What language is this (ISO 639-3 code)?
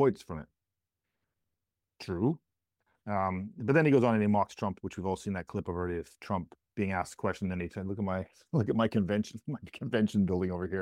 eng